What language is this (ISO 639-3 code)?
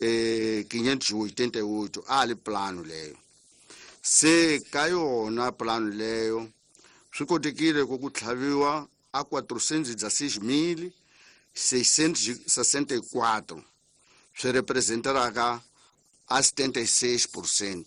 tso